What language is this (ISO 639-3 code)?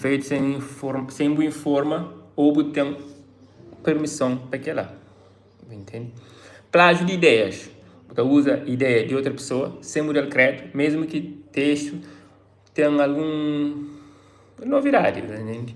kea